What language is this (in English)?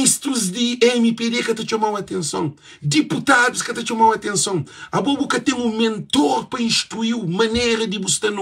Kabuverdianu